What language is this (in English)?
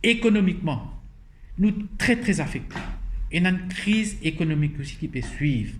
Morisyen